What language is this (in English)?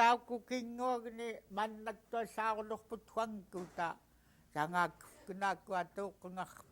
Central Yupik